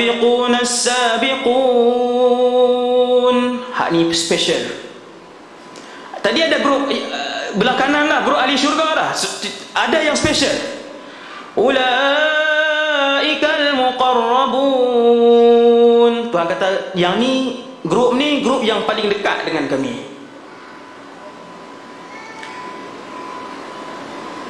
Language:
Malay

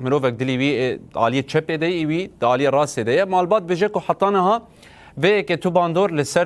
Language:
Kurdish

